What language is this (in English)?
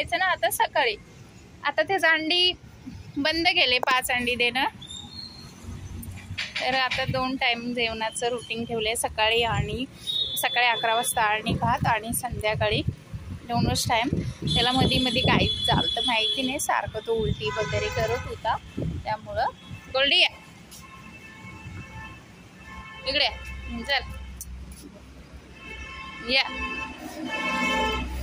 Marathi